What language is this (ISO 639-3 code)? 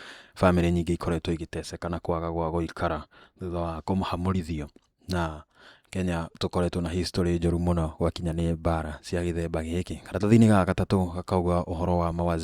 kik